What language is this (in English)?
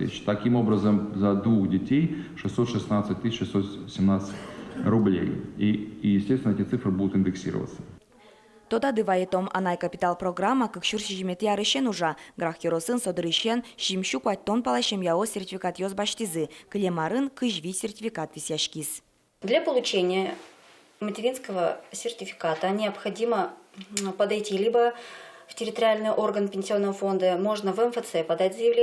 Udmurt